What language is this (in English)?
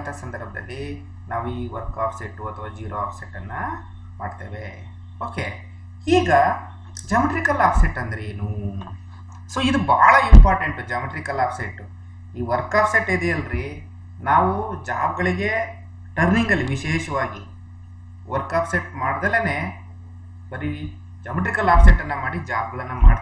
Kannada